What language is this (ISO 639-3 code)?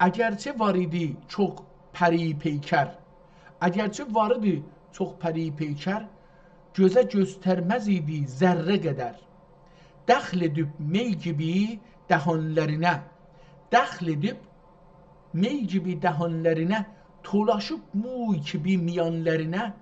azb